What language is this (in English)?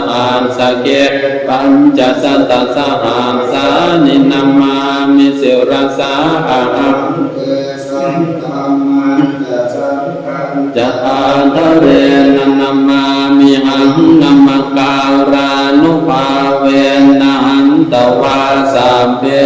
Pali